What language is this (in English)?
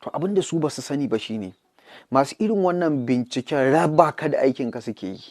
Hausa